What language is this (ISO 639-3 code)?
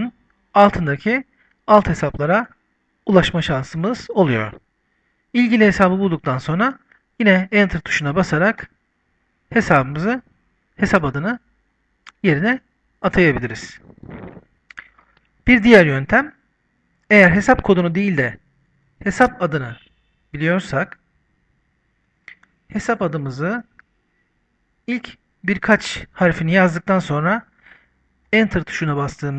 tur